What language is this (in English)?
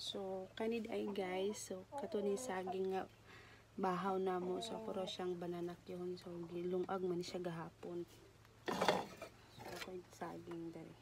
Cebuano